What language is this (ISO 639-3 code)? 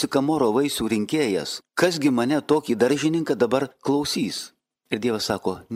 lit